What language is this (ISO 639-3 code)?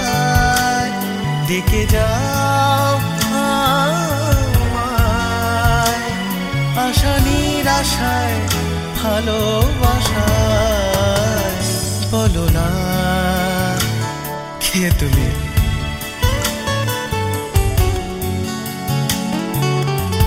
ben